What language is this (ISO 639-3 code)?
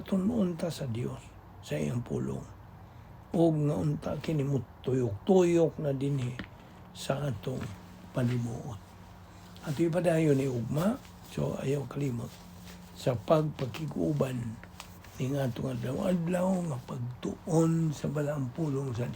ceb